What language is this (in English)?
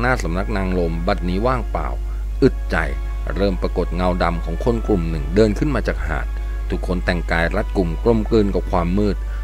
Thai